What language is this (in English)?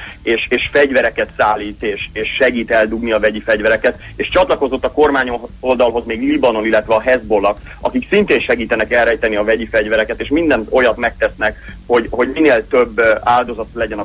Hungarian